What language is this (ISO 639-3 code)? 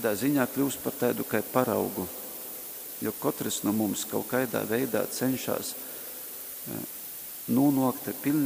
ltg